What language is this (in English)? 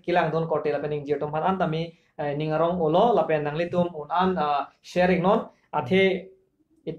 Karbi